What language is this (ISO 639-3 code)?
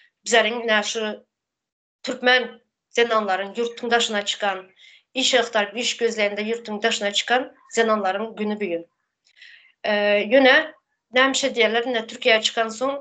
tuk